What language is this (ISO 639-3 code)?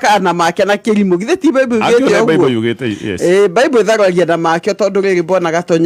kik